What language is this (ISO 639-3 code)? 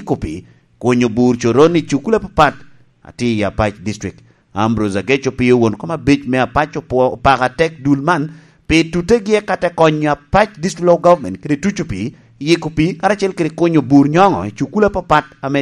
laj